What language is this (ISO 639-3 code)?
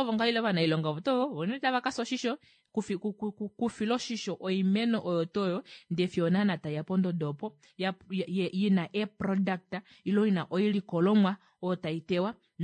kua